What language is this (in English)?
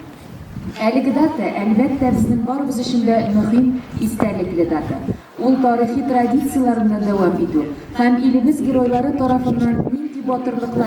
Tatar